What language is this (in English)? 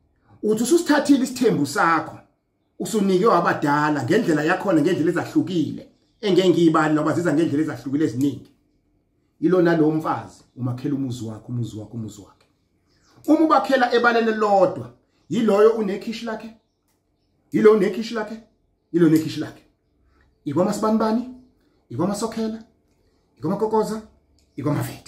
Zulu